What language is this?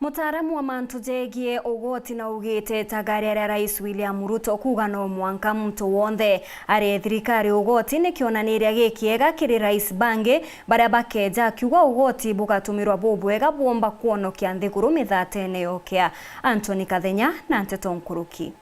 Meru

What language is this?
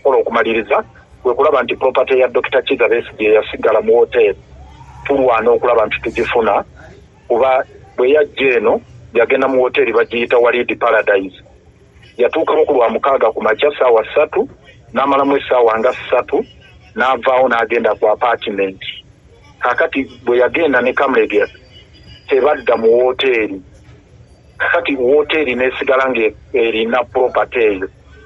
Ganda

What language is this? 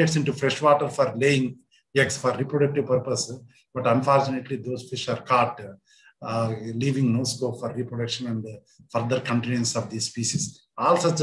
English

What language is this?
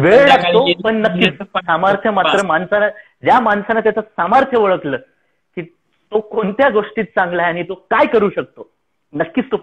Marathi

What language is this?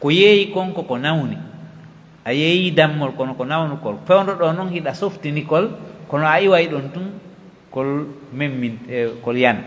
Pular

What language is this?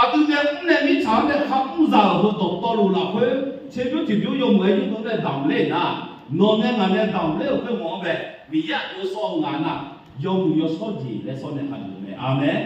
Akha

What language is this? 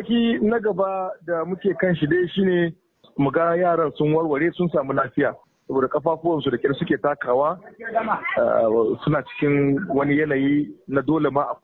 Hausa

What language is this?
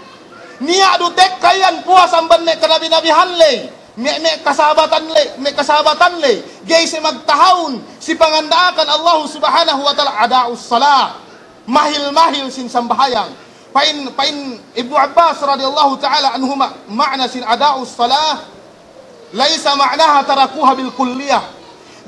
Yakan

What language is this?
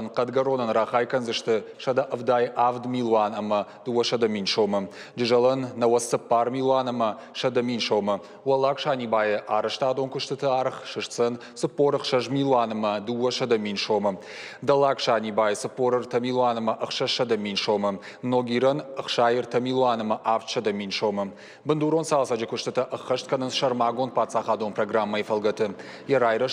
Ossetic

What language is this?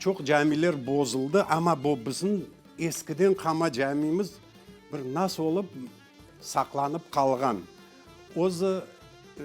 Crimean Tatar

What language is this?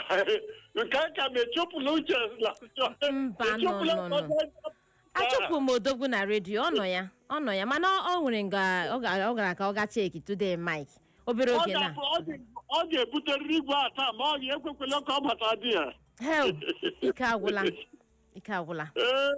Igbo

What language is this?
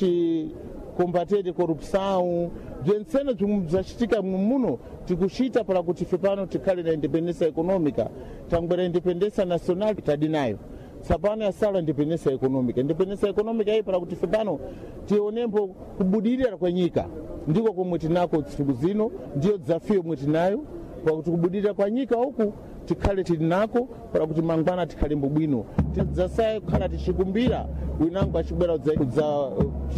Sena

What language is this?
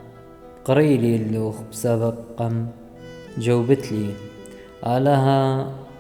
Assyrian Neo-Aramaic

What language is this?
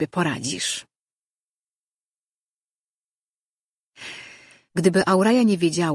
Polish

